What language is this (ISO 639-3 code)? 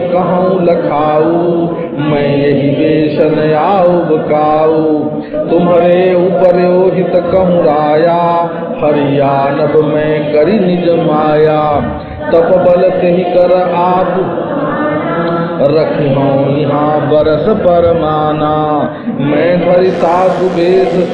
hin